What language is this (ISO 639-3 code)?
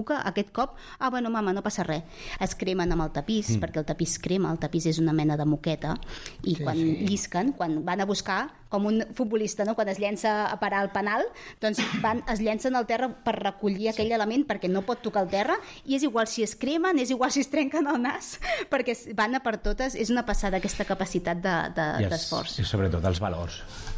cat